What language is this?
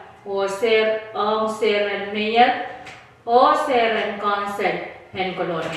Pohnpeian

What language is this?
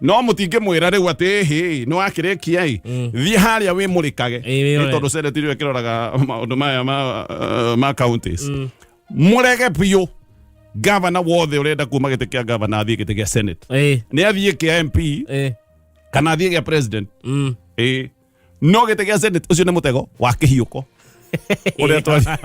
Kikuyu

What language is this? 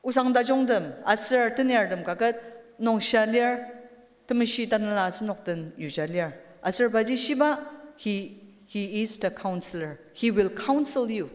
Ao Naga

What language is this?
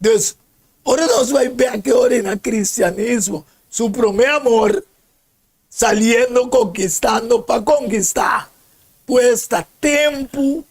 Papiamento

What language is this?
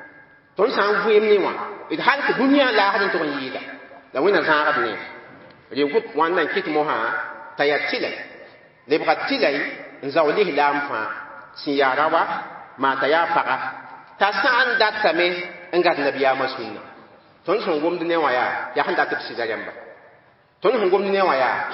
Mossi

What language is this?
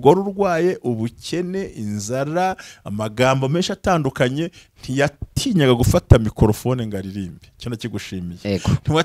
Kinyarwanda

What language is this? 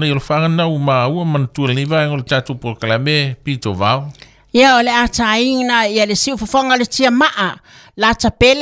Samoan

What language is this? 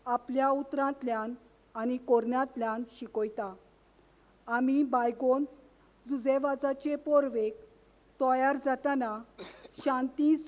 Konkani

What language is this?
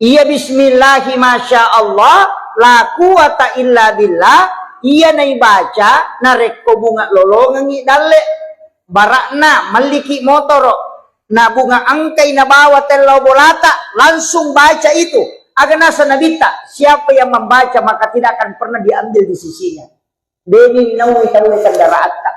Buginese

